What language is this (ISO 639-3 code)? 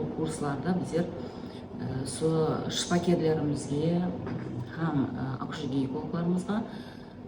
kaa